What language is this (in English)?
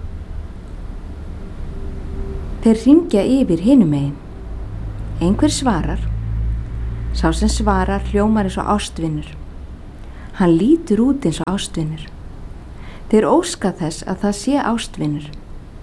Icelandic